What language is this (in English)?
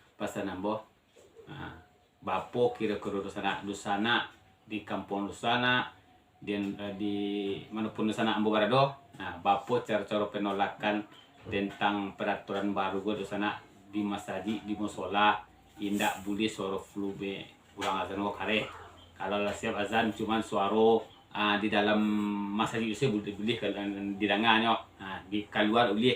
Minangkabau